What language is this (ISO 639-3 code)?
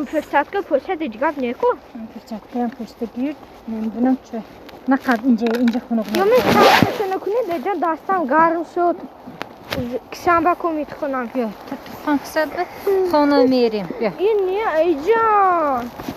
tgk